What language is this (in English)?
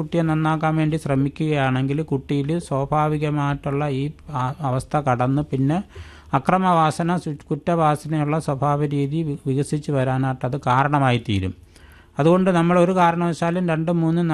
Malayalam